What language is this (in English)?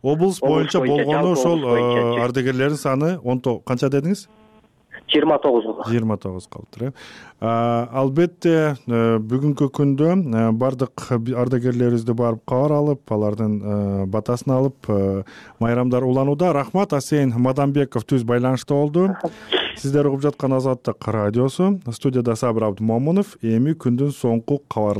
Kyrgyz